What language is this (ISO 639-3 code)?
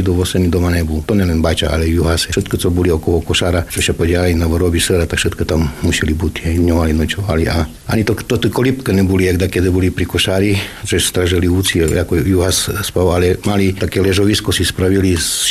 slk